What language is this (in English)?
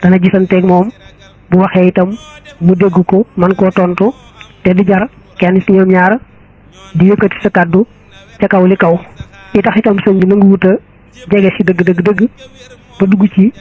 Wolof